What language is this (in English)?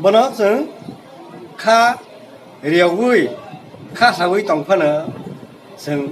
Kok Borok